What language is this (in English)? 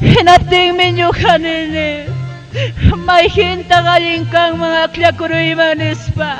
Ayacucho Quechua